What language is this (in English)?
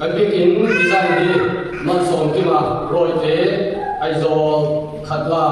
Mizo